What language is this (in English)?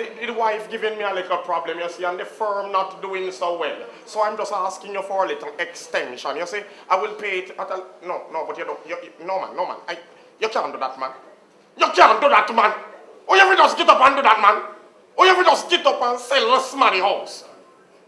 Jamaican Creole English